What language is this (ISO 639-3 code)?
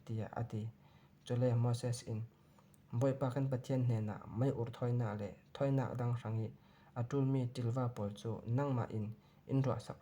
cfm